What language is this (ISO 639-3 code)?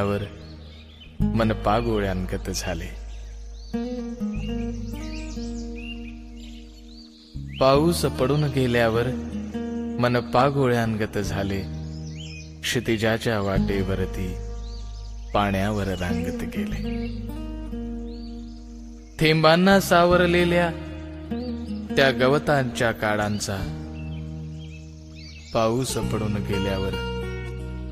mar